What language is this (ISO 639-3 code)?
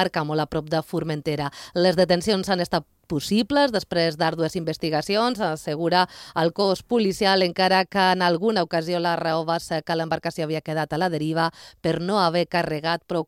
cat